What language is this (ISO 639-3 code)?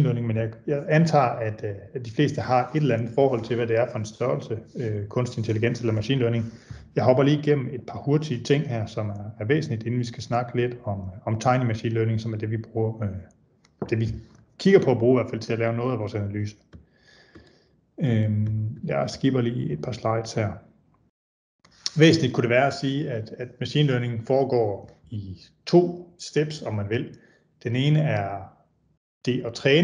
dan